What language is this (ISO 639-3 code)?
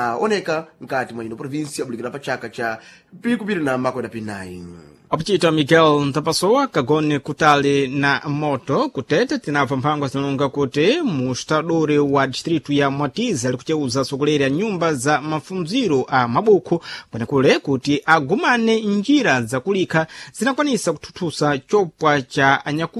seh